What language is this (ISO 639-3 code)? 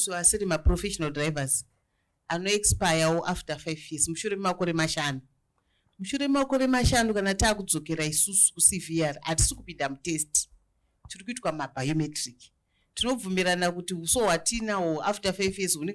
sna